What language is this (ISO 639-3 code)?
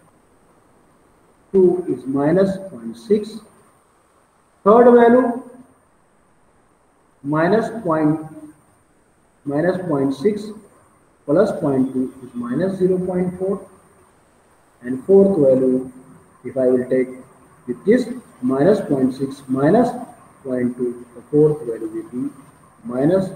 eng